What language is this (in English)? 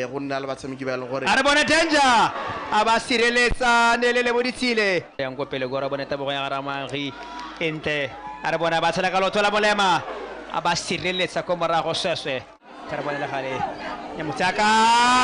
Tswana